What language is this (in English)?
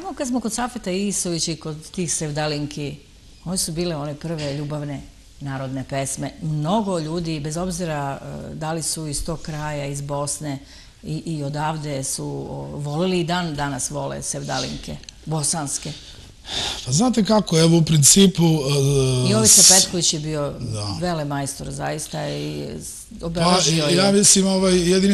Serbian